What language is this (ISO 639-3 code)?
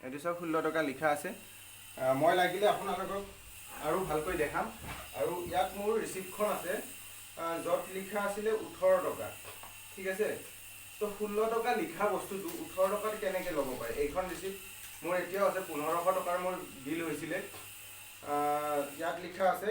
asm